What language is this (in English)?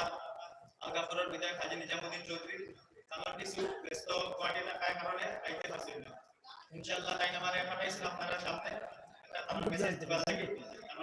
Sylheti